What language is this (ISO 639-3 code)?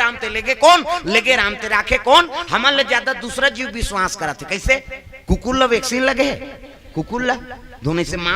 hne